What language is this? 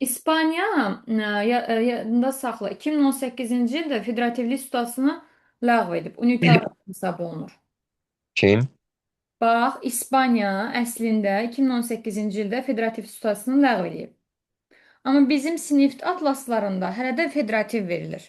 Azerbaijani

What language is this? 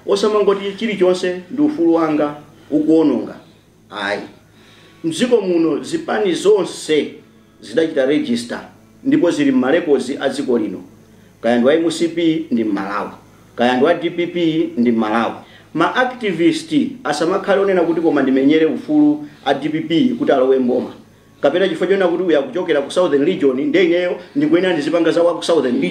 Nyanja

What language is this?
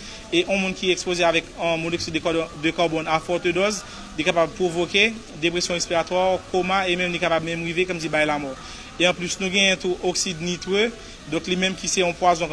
Haitian Creole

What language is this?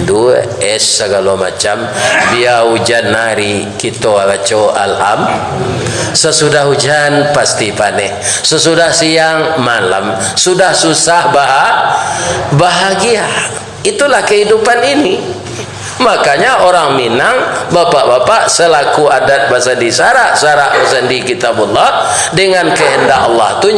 Minangkabau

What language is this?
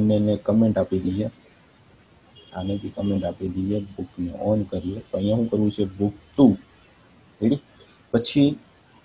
Gujarati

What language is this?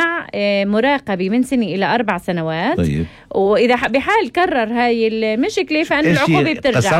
North Levantine Arabic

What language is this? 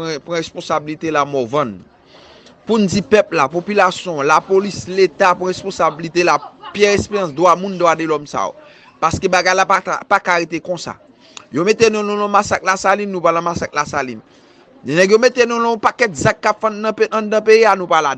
Haitian Creole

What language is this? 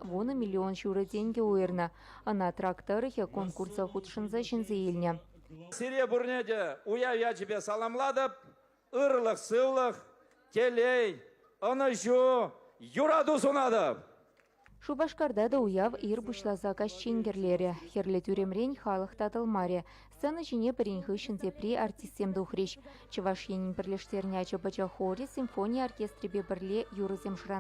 Chuvash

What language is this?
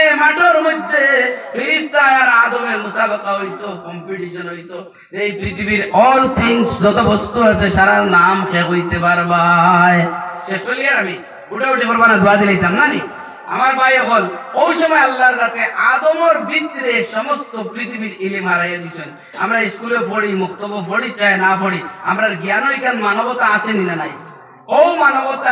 Sylheti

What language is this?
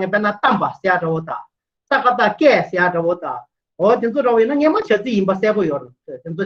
Tibetan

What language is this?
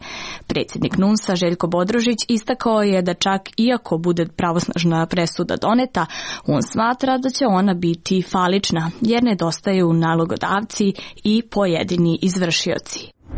Serbian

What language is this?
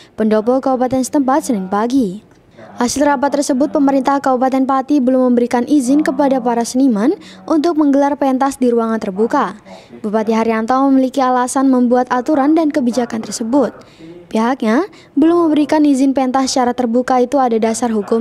Indonesian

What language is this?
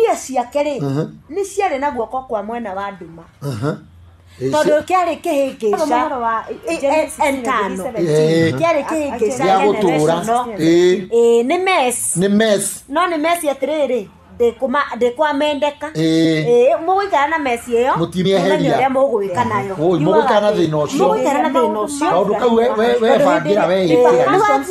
Kikuyu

